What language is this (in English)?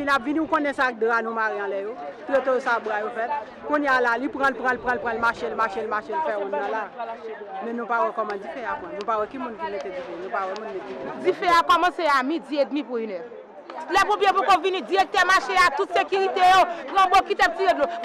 Haitian Creole